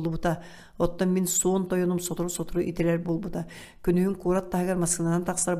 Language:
Yakut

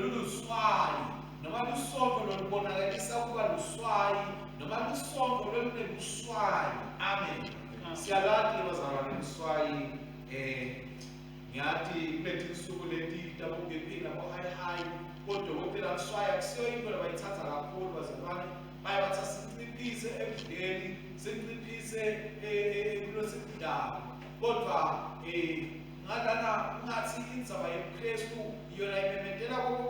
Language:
Swati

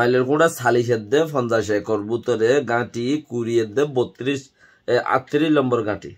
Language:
Rohingya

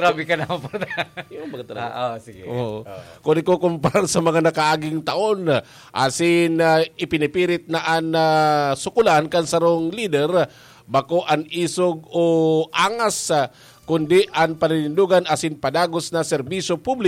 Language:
Bikol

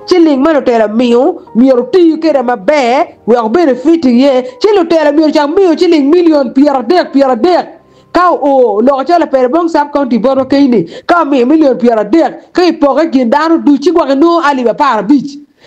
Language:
Acoli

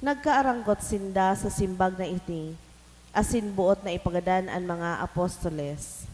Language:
Bikol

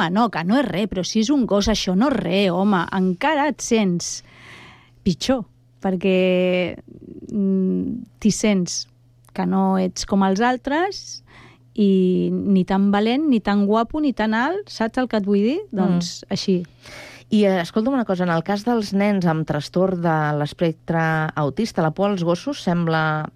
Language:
Catalan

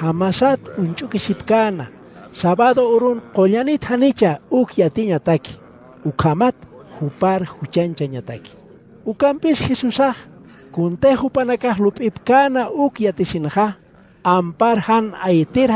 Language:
Aymara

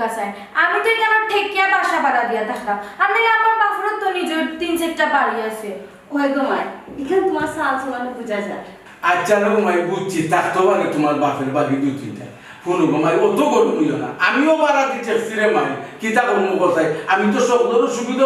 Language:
Sylheti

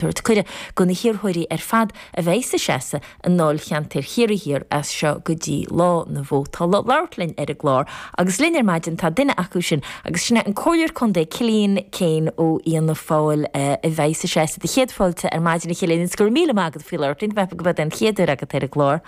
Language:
Irish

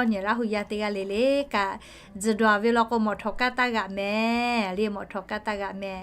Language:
Lahu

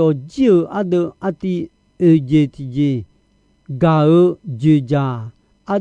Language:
Akha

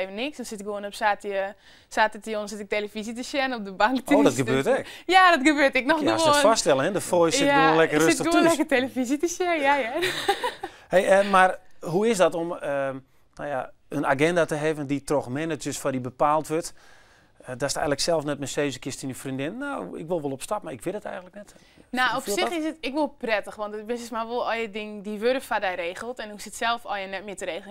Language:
Western Frisian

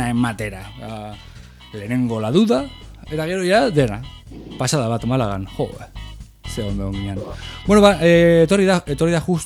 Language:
Basque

